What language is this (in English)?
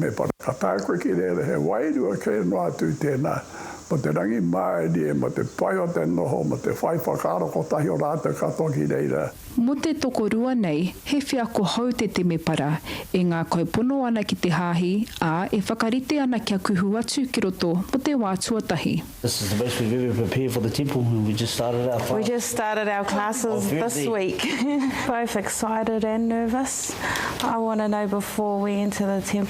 Māori